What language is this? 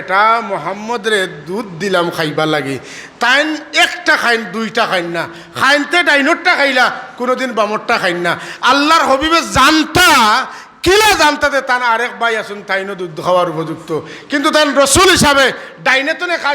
Sylheti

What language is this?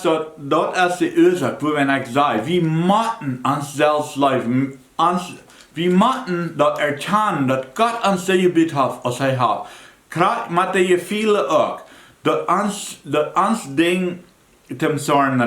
Plautdietsch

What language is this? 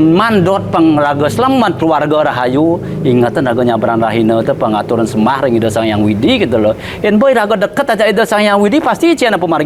Balinese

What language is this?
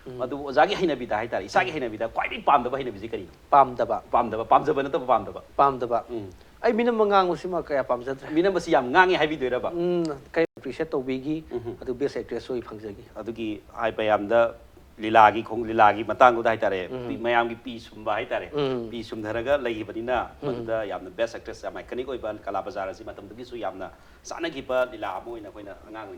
Manipuri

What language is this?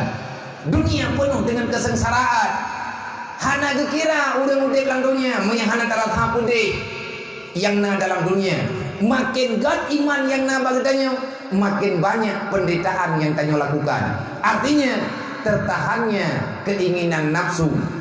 Achinese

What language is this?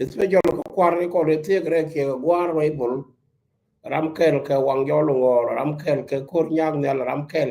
Nuer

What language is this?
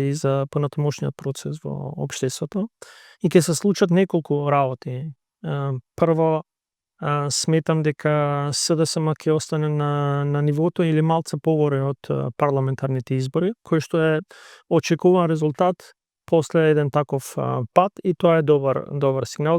Macedonian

